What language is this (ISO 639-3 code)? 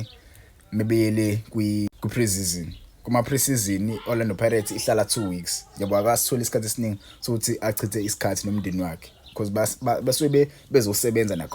zul